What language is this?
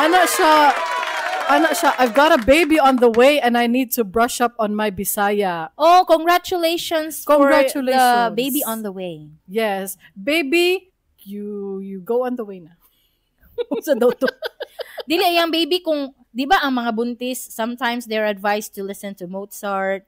Cebuano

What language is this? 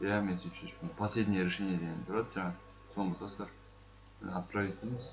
Kazakh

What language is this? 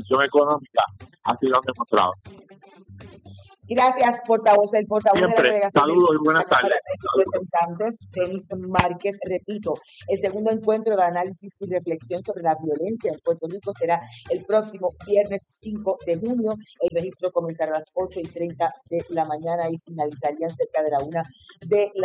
Spanish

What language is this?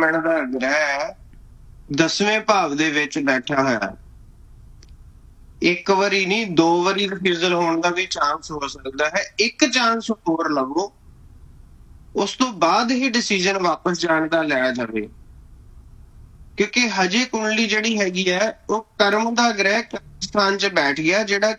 Punjabi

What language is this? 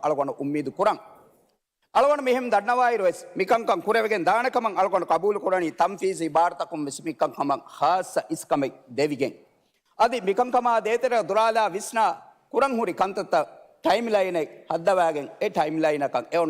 Divehi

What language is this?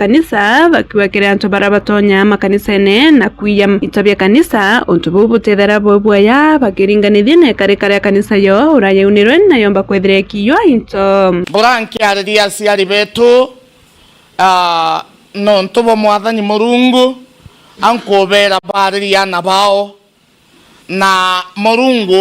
Meru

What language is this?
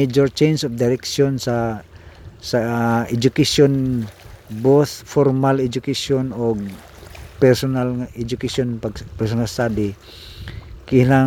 Cebuano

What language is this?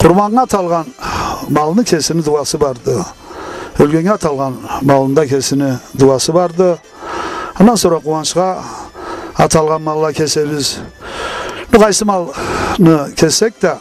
Karachay-Balkar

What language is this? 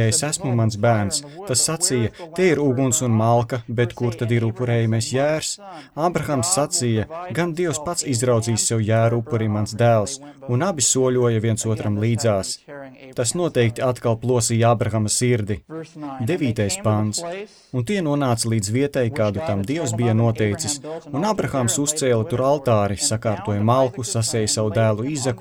Latvian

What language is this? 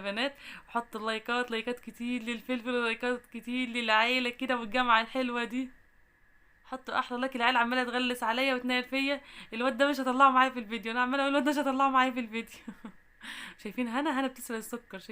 Egyptian Arabic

